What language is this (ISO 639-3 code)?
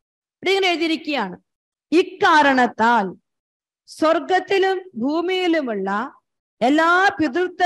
mal